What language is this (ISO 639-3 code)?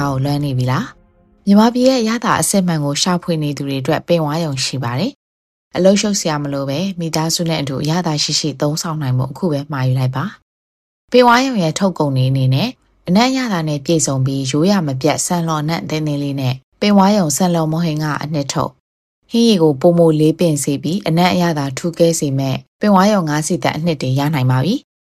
mya